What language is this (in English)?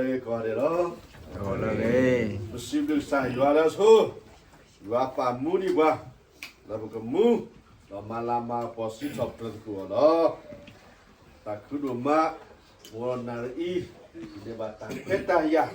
S'gaw Karen